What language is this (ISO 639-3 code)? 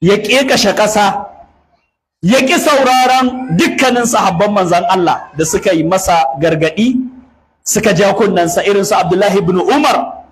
hau